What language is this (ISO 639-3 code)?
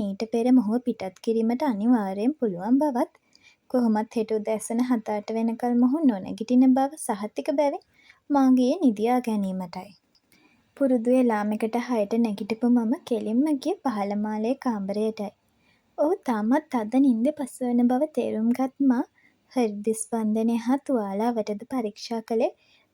sin